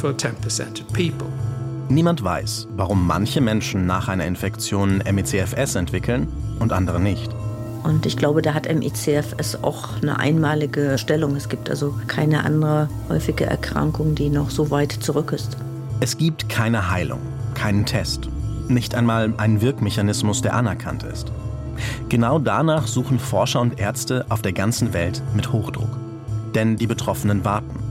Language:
German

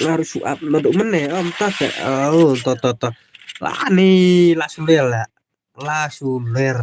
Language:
Khasi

